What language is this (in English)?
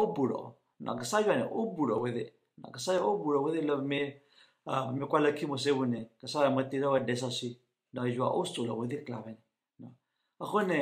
S'gaw Karen